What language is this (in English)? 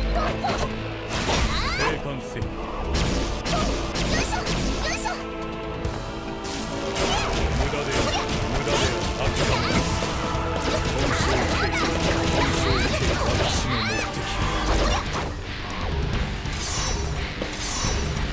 Japanese